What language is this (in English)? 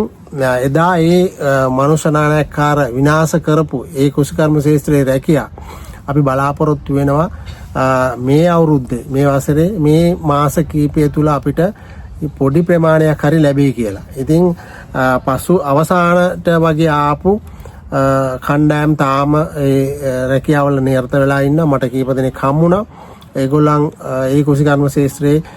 Sinhala